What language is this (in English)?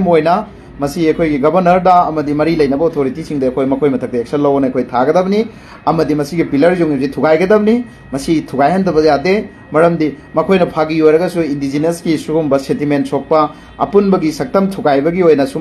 Manipuri